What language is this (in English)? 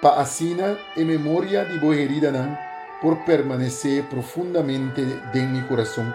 Papiamento